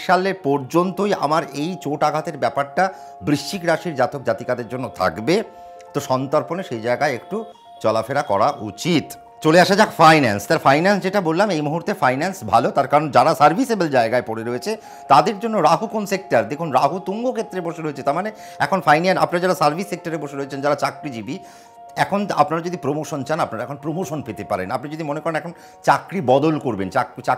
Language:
Bangla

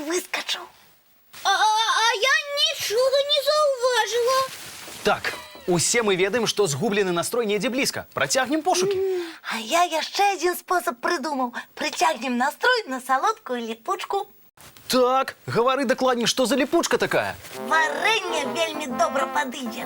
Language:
Belarusian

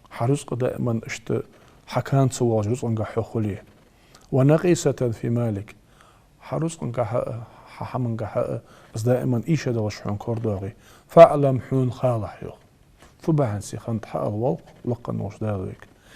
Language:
Ingush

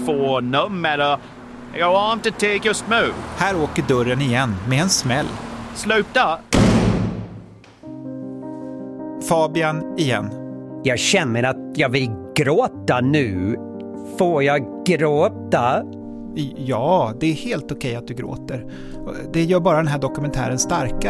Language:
Swedish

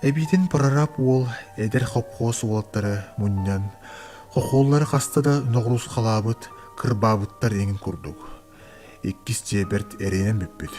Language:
Yakut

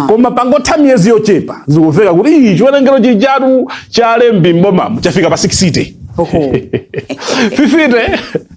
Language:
Nyanja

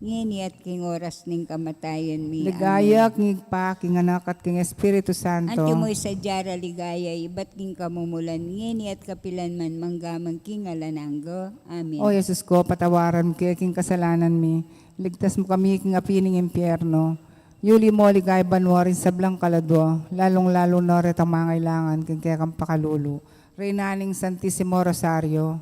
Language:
Pampanga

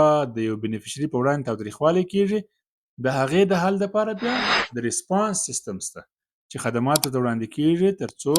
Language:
Pashto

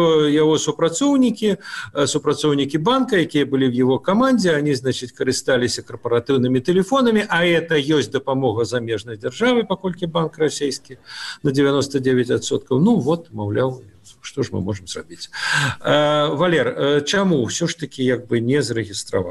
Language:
Belarusian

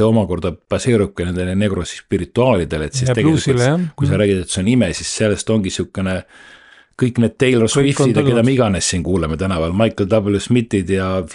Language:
Estonian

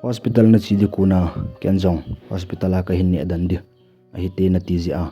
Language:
Thado Chin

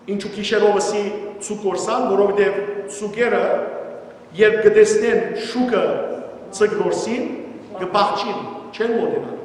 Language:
Western Armenian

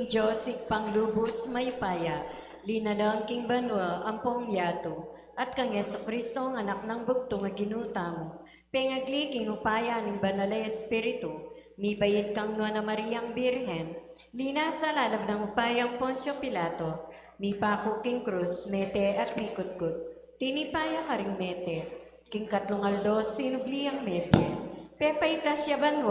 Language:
Pampanga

